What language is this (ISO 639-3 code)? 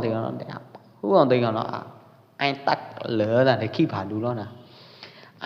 kjp